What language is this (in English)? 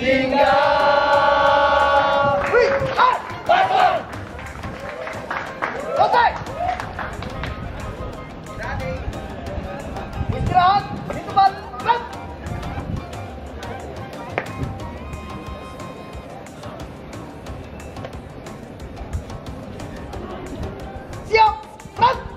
Indonesian